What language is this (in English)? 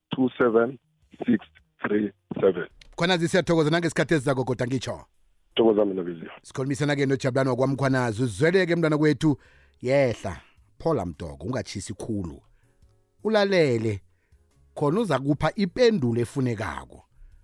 South Ndebele